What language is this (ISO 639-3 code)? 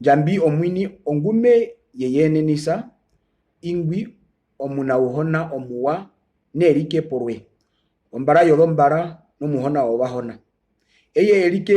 her